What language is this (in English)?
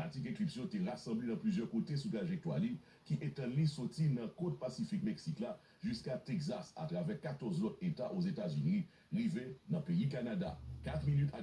Haitian Creole